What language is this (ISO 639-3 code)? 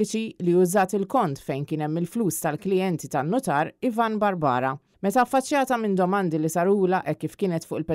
mlt